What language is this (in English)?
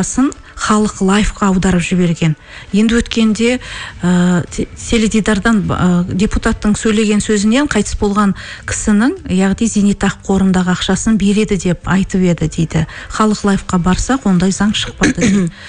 Kazakh